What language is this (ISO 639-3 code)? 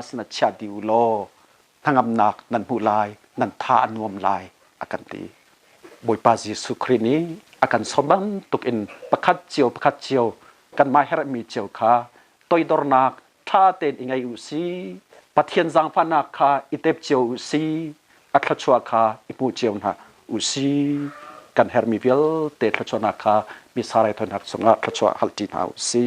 cnh